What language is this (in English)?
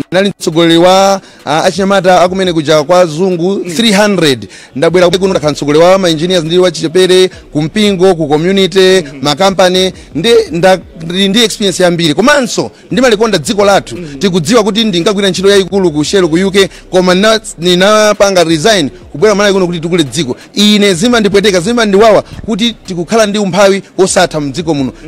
Nyanja